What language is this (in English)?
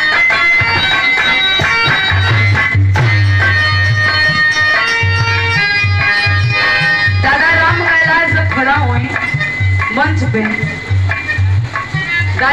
Bhojpuri